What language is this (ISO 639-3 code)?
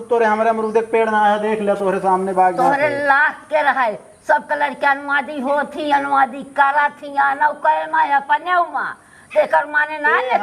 awa